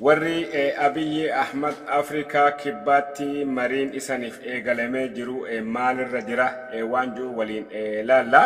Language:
Oromo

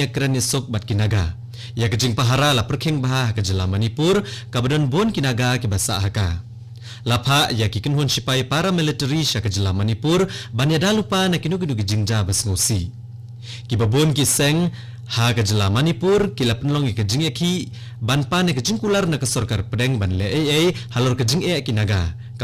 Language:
Khasi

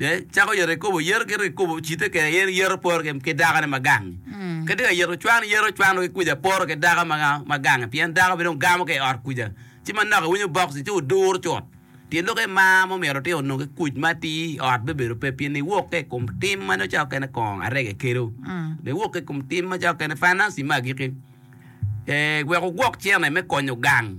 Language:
Acoli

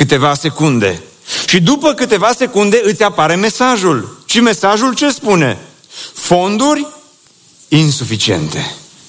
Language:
Romanian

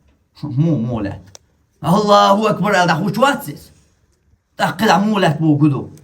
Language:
Chechen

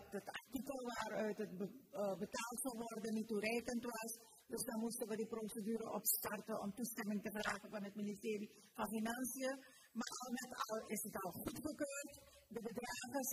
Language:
Dutch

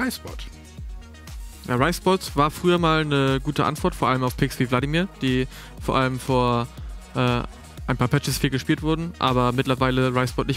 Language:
German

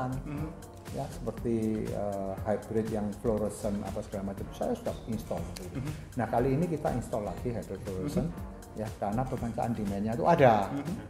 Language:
Indonesian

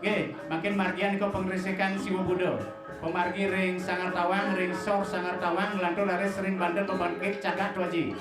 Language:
Balinese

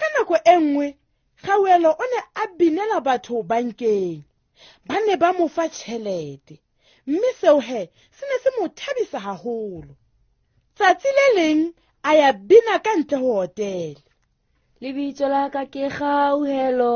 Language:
Southern Sotho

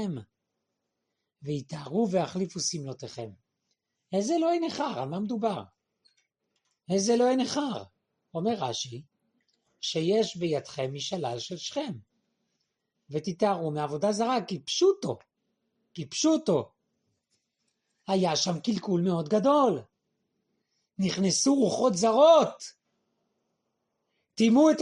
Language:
Hebrew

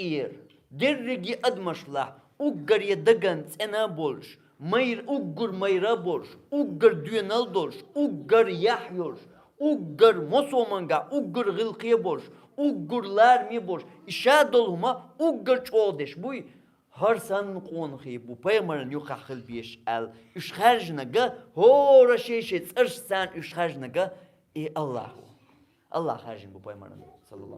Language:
Chechen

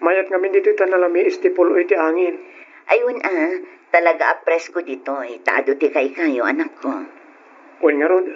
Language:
Iloko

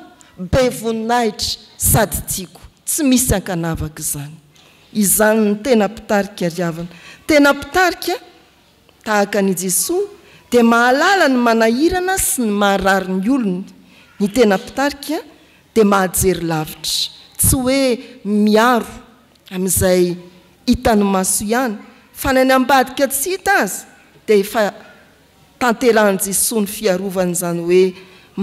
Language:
Malagasy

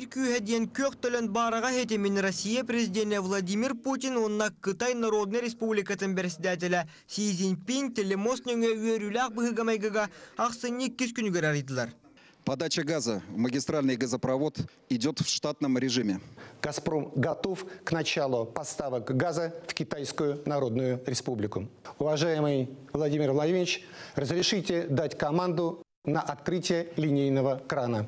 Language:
Yakut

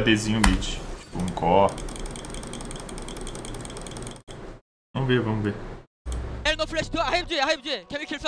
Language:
Portuguese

